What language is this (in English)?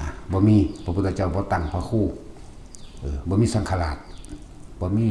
Northeastern Thai